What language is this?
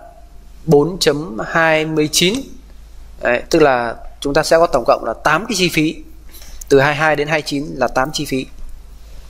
Vietnamese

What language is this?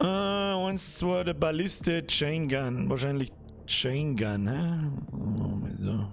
Bavarian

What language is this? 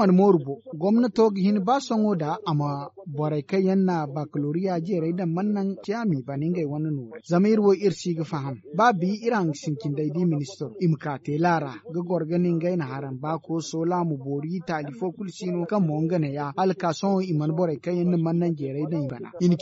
Zarma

